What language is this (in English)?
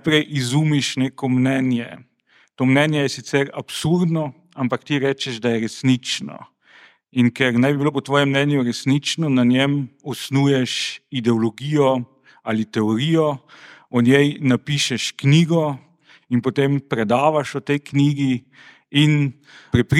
Slovenian